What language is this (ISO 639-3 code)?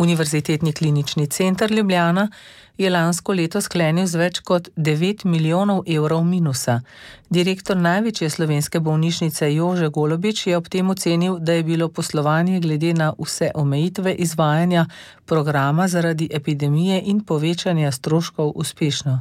slv